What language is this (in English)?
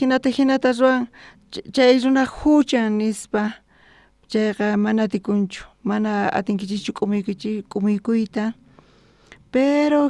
South Bolivian Quechua